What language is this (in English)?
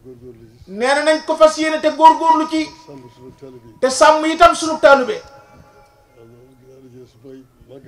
Wolof